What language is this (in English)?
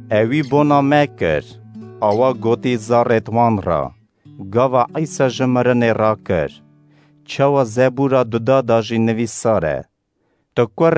Kurdish